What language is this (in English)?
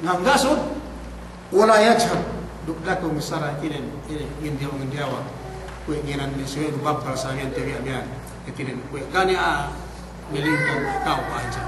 Yakan